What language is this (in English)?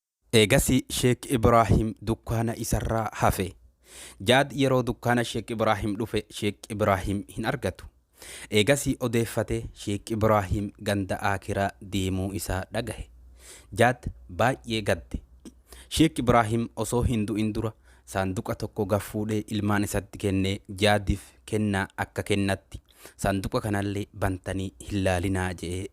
Oromo